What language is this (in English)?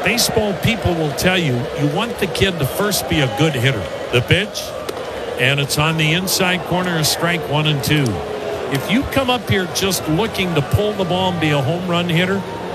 English